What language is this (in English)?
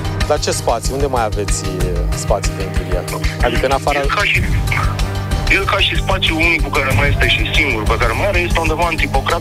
Romanian